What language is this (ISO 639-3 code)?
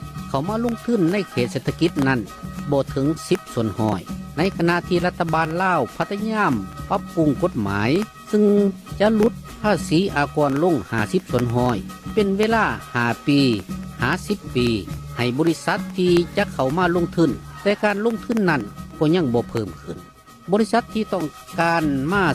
lao